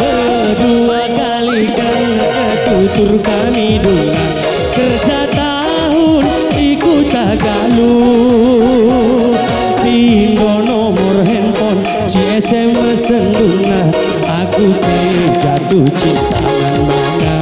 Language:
Batak Karo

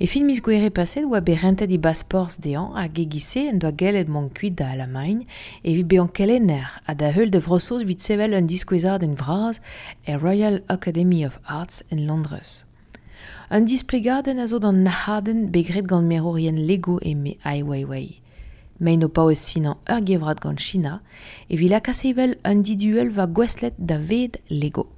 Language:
Breton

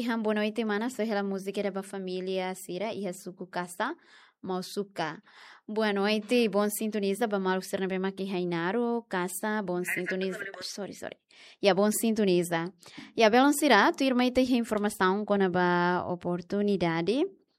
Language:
Tetum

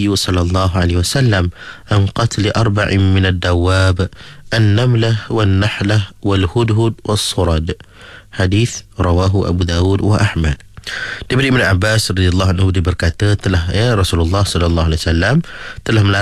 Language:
Malay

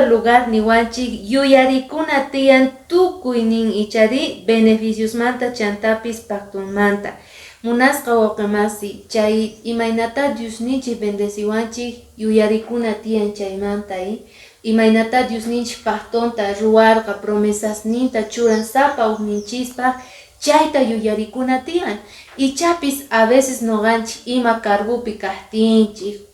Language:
Quechua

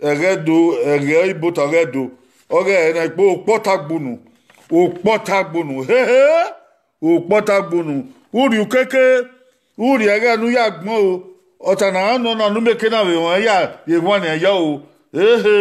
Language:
Bini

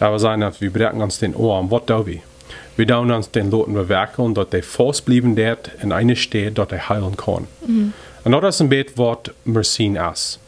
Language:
Plautdietsch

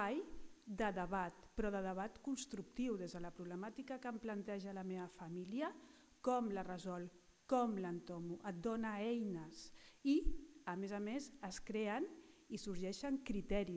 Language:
Catalan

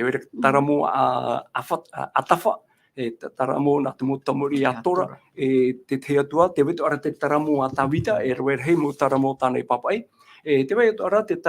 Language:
Tahitian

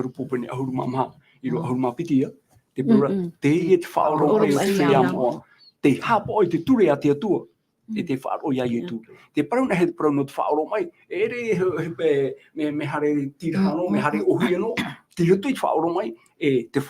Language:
Tahitian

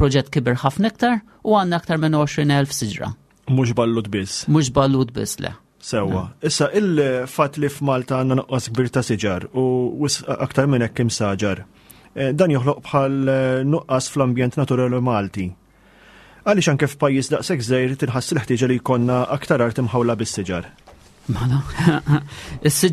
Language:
Maltese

